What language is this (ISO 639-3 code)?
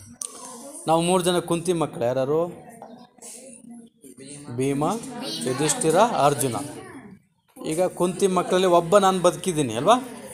kan